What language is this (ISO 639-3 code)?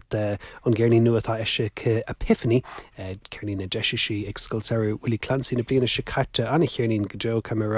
gle